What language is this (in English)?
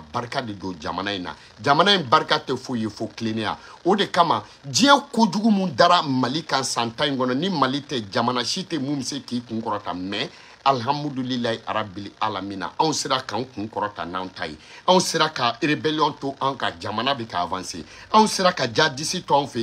Bambara